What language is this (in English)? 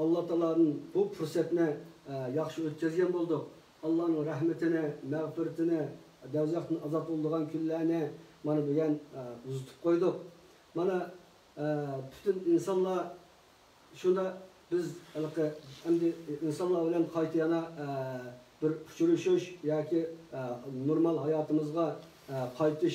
Uyghur